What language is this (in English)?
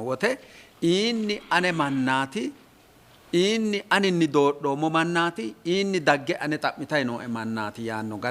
Sidamo